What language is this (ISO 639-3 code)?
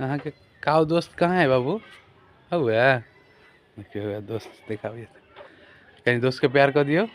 mai